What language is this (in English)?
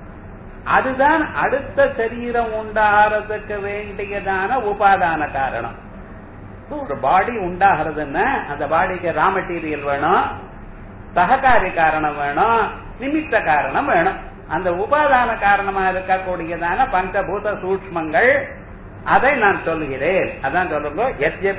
Tamil